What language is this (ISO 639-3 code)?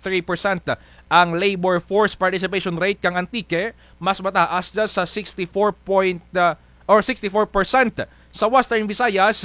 krj